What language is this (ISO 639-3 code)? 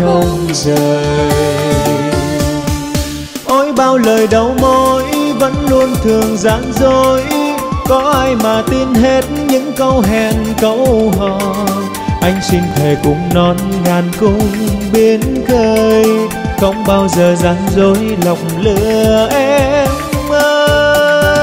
vie